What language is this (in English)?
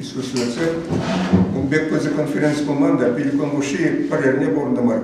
Chuvash